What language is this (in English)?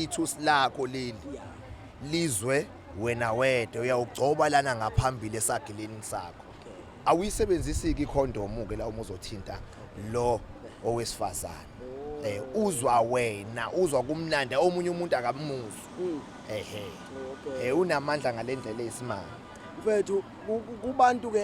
Zulu